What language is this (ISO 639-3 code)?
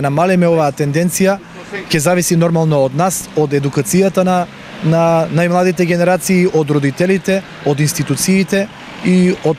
mkd